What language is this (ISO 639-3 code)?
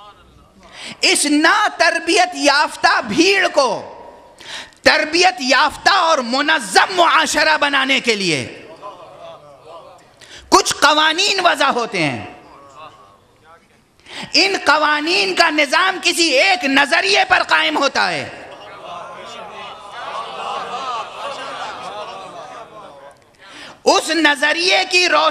urd